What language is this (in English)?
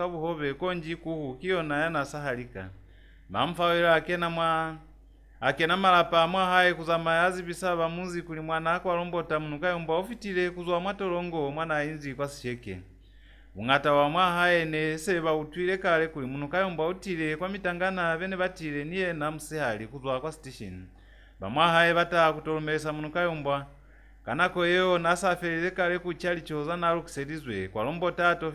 Lozi